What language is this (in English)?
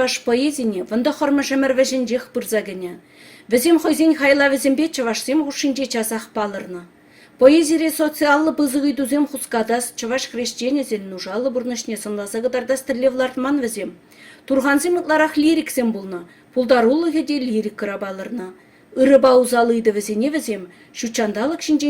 Chuvash